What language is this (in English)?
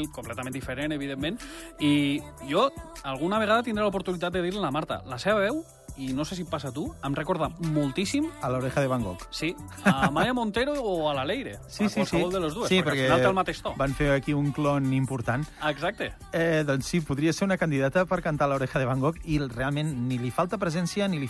Catalan